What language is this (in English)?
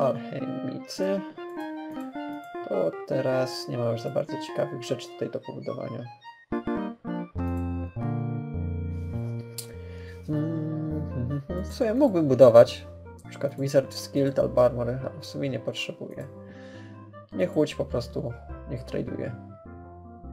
Polish